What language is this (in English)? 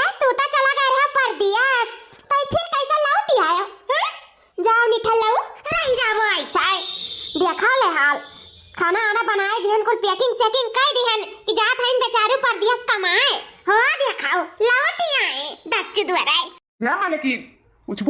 Awadhi